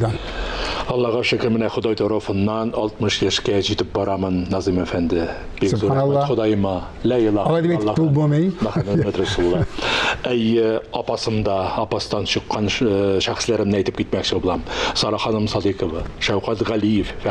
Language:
Tatar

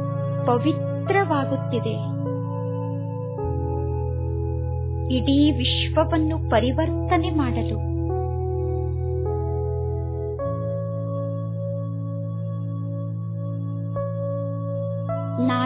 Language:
Kannada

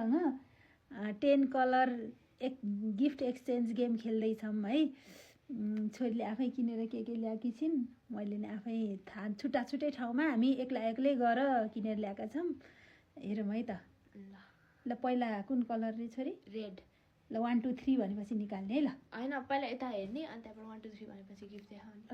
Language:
Nepali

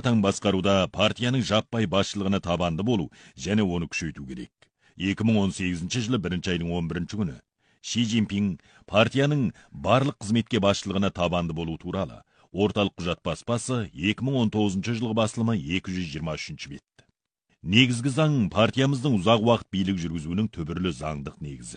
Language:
Kazakh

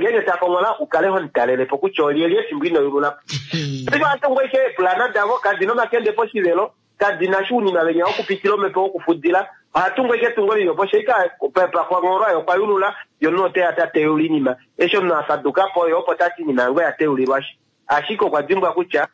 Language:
Kuanyama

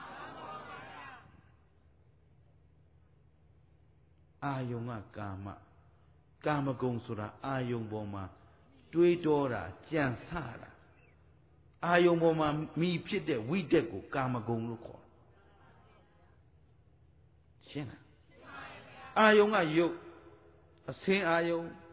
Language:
Burmese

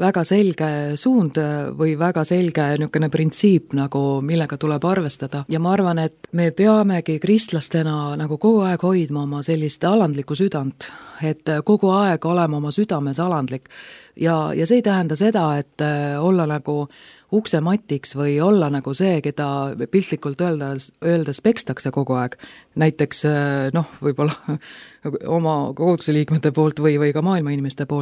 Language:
Estonian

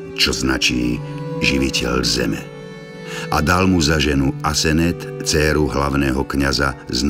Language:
Slovak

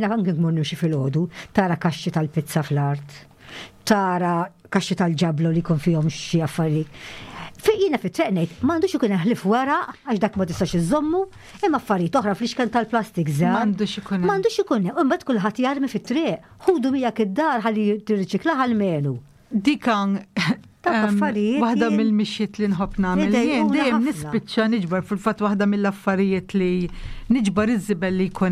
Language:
Maltese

